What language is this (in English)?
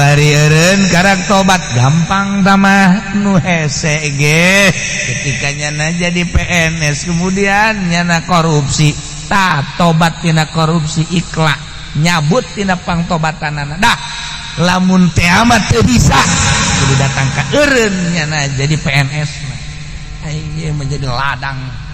Sundanese